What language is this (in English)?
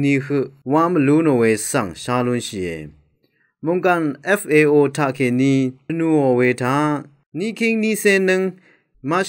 Rawang